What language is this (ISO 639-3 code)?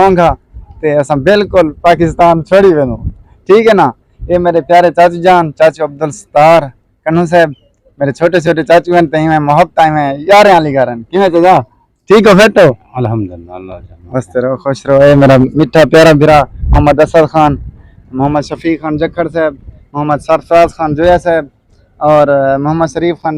skr